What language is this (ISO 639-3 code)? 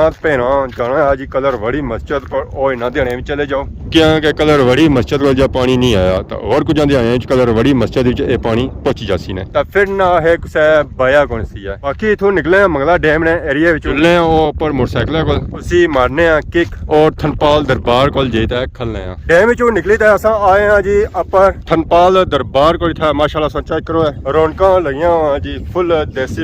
phr